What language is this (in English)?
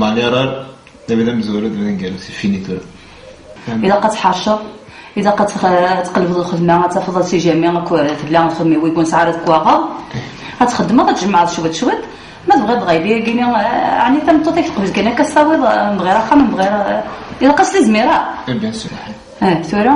Kabyle